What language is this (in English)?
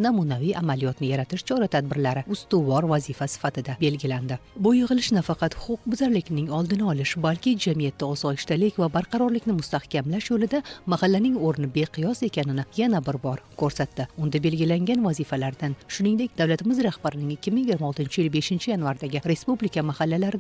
Uzbek